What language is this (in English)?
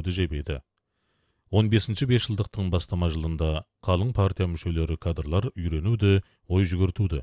Kazakh